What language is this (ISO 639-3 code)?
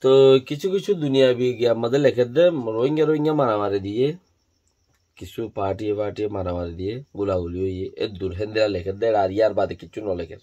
rhg